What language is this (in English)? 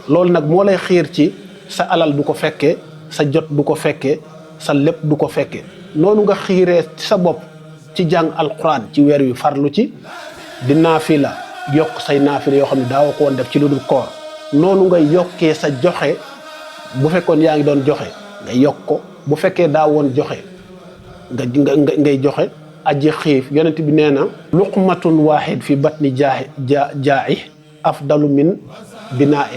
Wolof